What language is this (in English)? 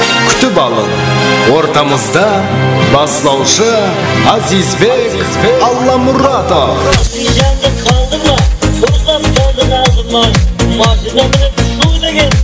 Kara-Kalpak